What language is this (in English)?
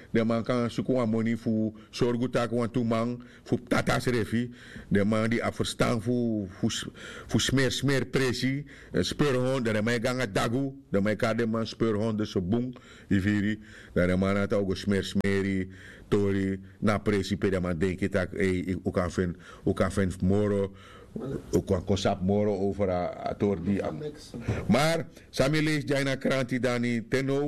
Sranan Tongo